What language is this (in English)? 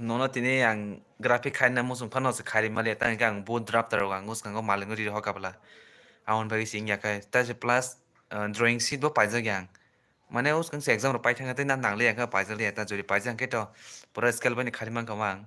Kok Borok